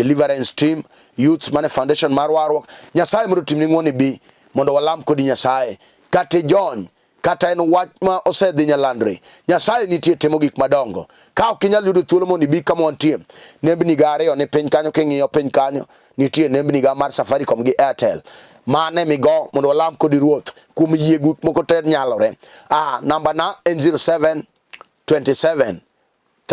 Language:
Luo (Kenya and Tanzania)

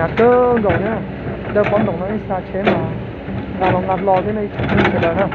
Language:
Hmong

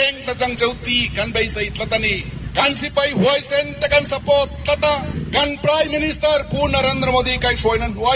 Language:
Mizo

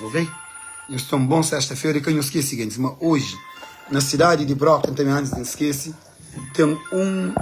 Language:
Kabuverdianu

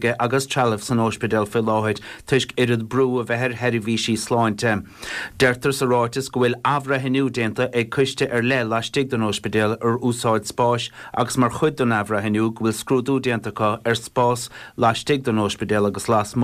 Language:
Irish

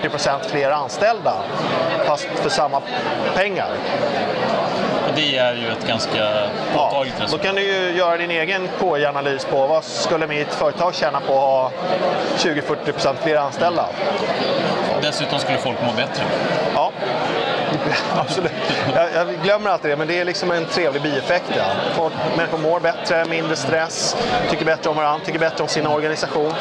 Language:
Swedish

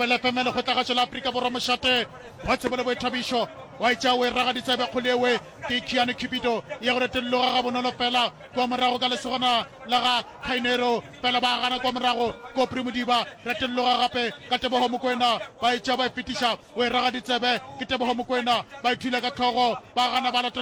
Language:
Northern Sotho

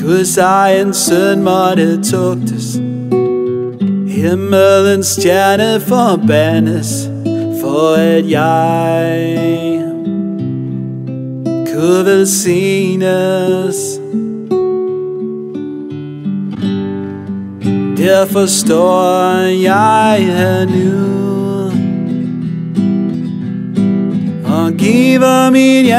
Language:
Danish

